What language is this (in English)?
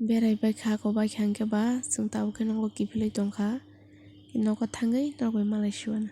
Kok Borok